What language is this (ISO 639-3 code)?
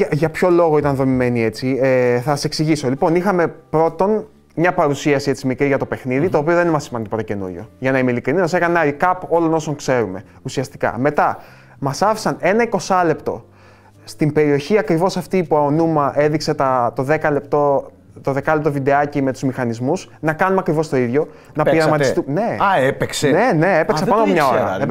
ell